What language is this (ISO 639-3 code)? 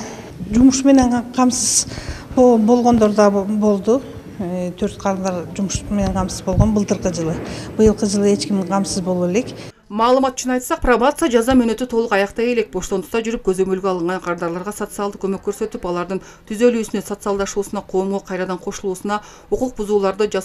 kir